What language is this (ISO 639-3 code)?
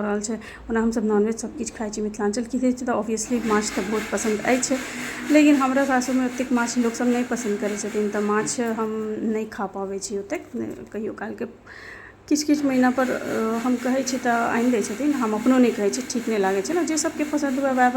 mai